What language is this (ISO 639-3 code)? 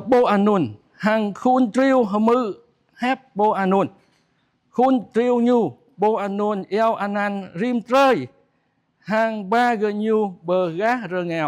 jra